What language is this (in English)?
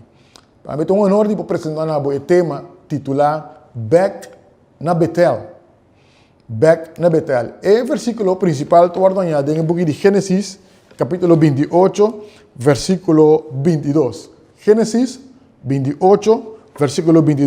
Papiamento